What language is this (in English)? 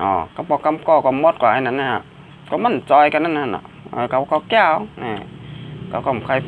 Shan